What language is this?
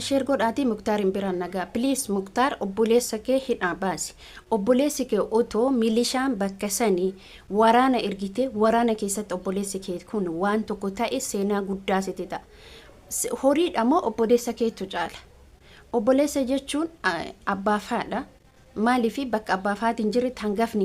Oromo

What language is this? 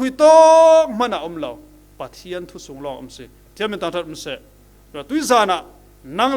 Falam Chin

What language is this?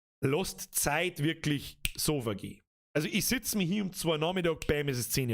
Bavarian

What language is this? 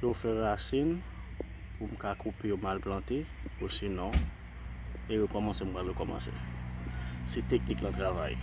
Haitian Creole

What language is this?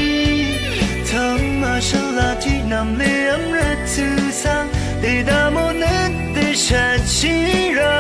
Rawang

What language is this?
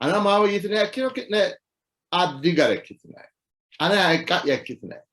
Sidamo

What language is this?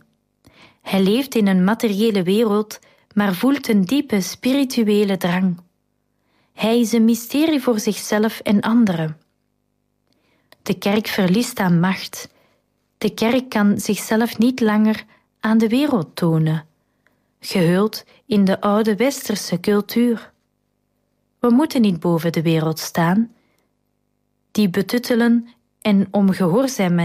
Dutch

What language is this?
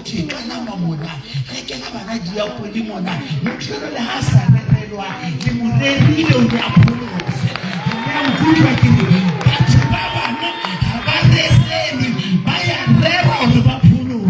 Southern Sotho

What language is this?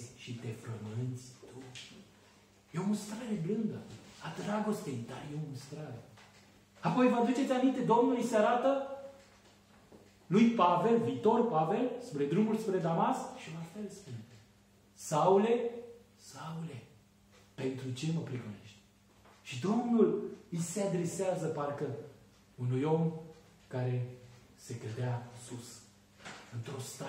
Romanian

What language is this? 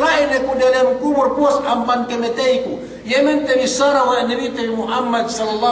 Yakan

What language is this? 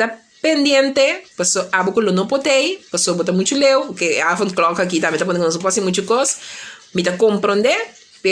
Papiamento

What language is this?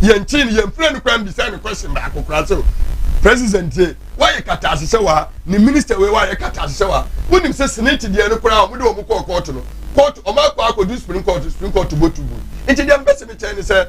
Akan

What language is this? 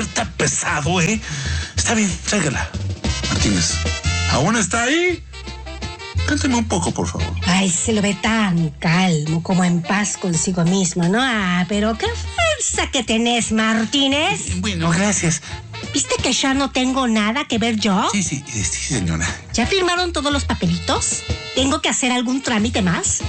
Spanish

